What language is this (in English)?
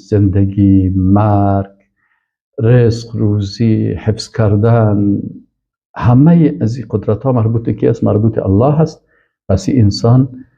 Persian